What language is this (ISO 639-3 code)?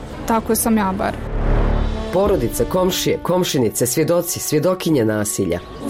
bos